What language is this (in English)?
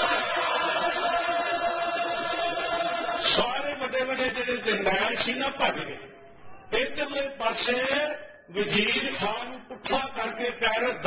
Punjabi